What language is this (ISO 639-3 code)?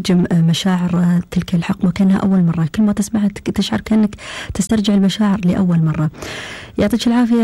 afb